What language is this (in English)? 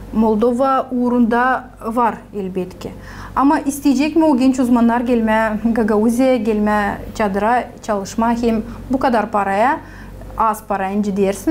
Gagauz